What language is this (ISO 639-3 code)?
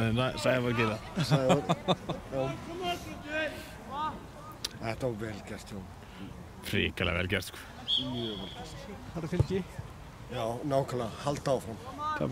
isl